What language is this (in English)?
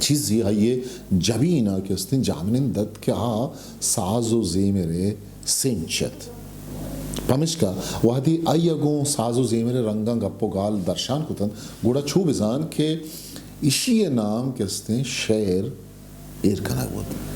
Eastern Balochi